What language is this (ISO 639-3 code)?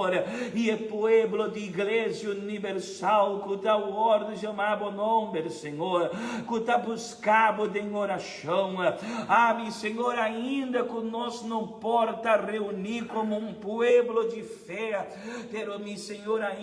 pap